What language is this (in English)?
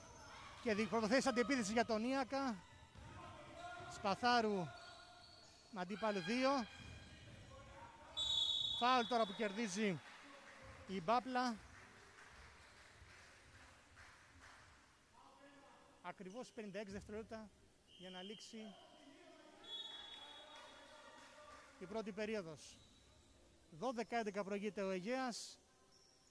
Greek